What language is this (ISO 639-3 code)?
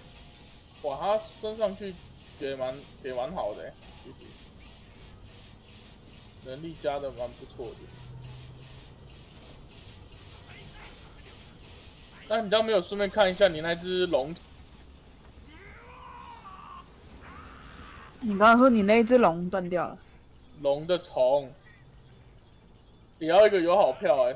zho